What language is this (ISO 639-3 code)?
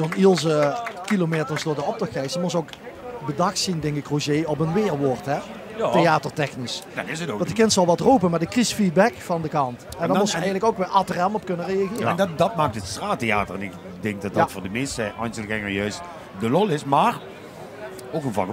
lim